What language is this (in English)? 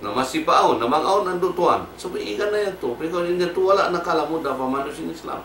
Tausug